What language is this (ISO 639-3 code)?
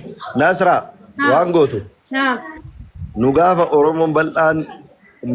orm